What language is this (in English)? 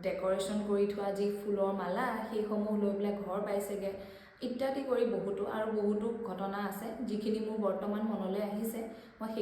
Assamese